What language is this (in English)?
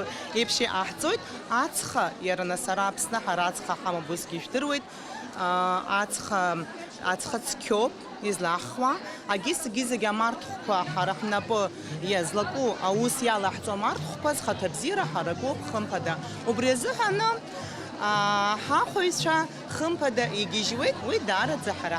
Abkhazian